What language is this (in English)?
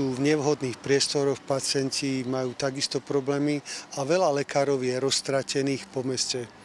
Slovak